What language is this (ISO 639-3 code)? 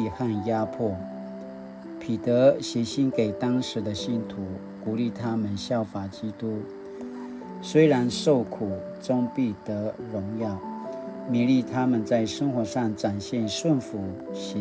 pwn